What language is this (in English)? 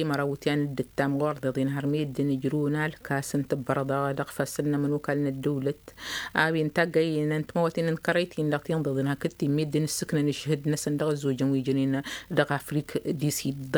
Tamasheq